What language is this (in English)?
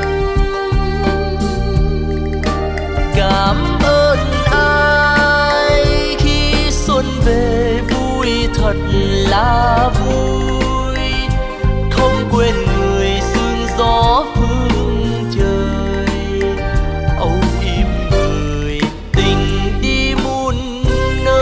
Vietnamese